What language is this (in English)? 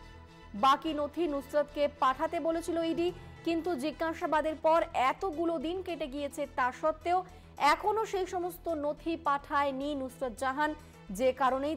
Bangla